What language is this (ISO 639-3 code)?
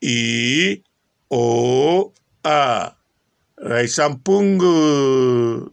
lin